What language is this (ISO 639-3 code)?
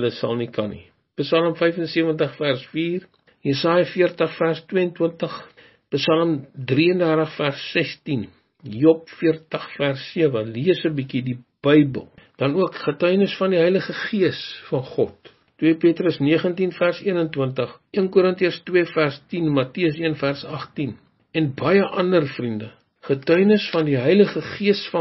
afr